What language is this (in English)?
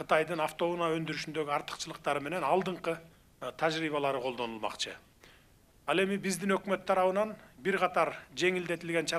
Kyrgyz